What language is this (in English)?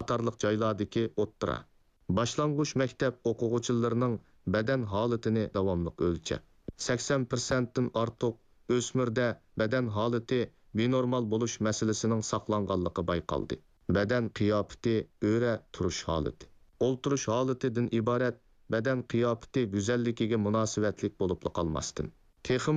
Uyghur